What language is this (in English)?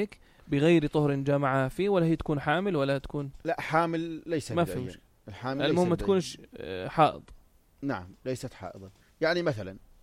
North Levantine Arabic